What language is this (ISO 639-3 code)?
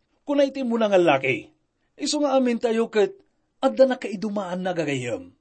ilo